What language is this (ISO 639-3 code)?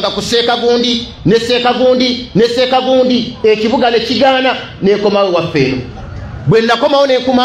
lug